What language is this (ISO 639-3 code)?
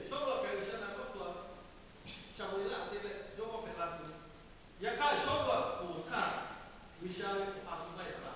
lhu